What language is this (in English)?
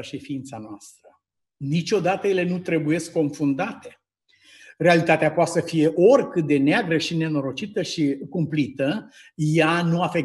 Romanian